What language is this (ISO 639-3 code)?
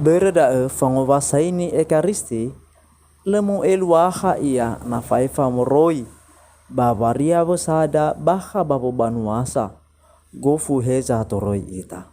nia